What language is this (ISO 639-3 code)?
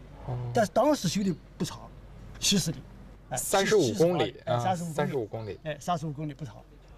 zho